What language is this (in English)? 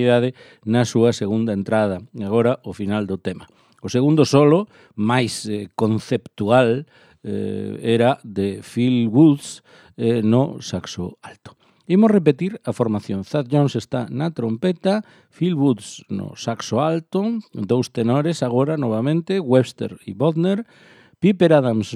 Galician